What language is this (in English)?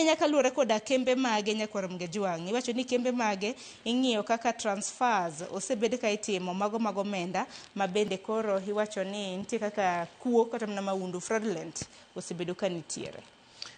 Luo (Kenya and Tanzania)